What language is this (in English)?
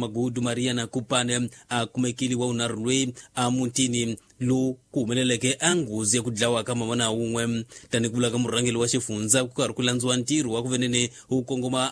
Tsonga